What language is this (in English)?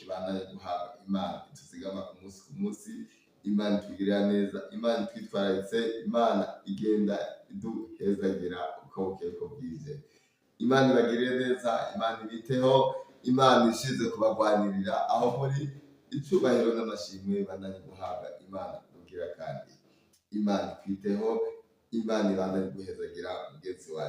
Rundi